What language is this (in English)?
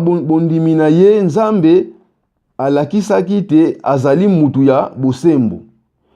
Lingala